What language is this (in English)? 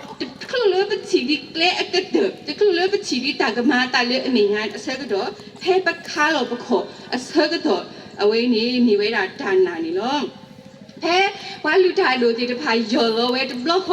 S'gaw Karen